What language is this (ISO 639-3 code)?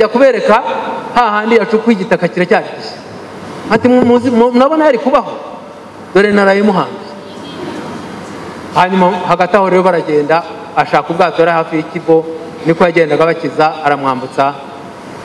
kin